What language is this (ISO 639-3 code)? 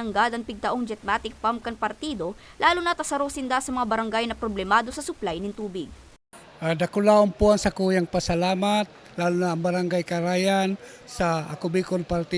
bik